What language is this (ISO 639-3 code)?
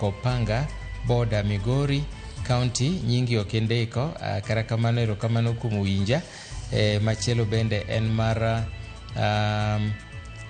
luo